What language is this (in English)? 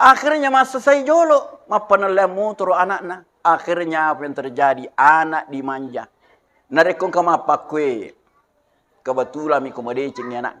Buginese